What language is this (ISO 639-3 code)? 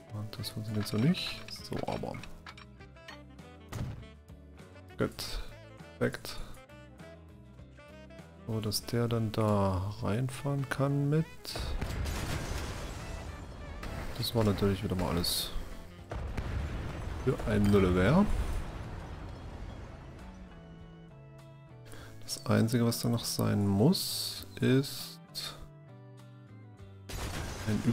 deu